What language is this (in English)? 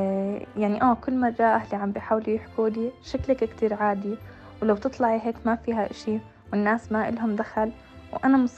North Levantine Arabic